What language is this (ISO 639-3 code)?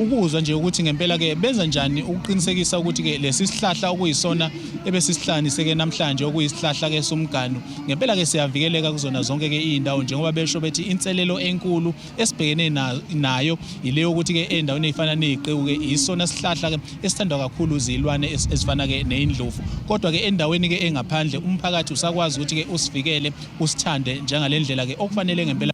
zul